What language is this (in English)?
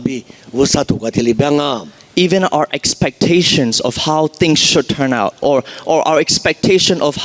Lisu